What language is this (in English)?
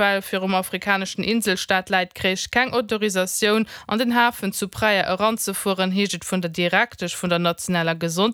Luxembourgish